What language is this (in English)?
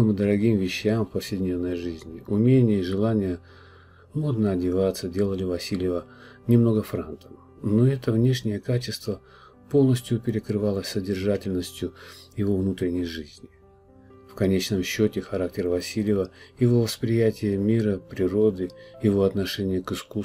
Russian